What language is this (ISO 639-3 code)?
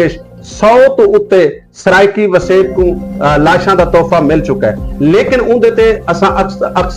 skr